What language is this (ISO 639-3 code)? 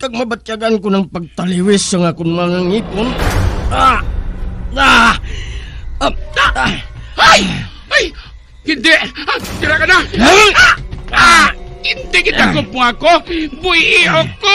hil